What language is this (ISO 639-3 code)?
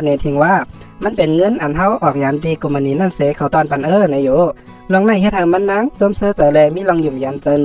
shn